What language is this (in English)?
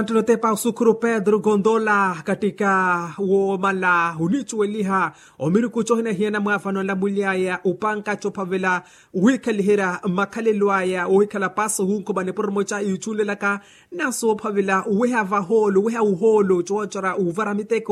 Makhuwa